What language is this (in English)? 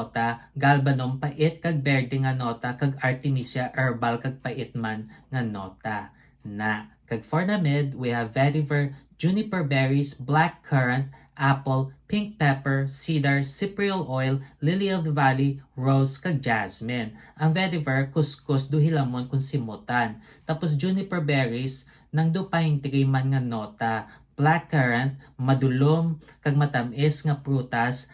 Hiligaynon